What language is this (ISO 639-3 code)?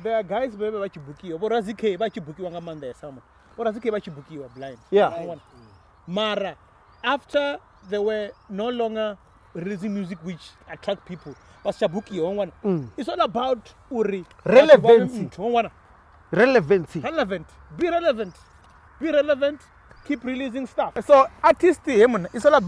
ven